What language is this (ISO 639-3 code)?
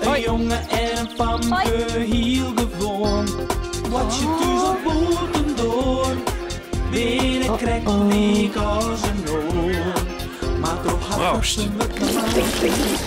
fry